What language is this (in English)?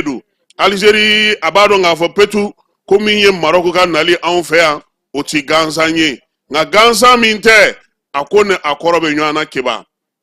Bambara